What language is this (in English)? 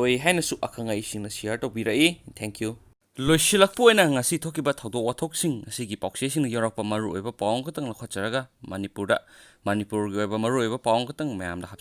Manipuri